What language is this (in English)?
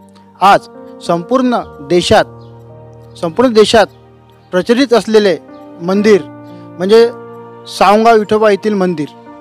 Marathi